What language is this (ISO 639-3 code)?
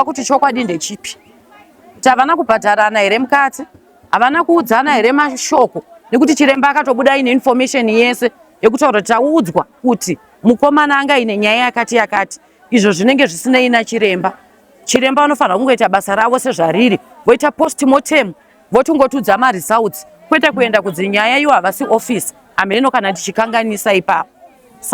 sna